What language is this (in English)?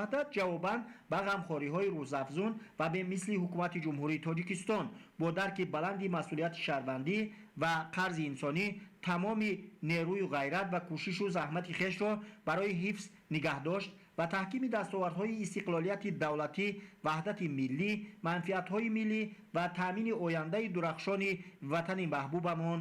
Tajik